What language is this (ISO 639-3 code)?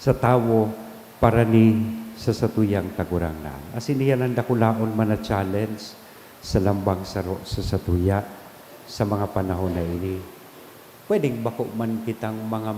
bik